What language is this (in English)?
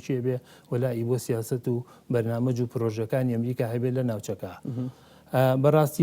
Central Kurdish